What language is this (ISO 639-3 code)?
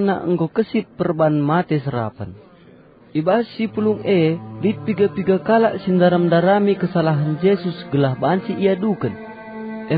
btx